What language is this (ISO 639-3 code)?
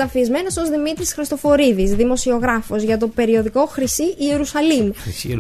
ell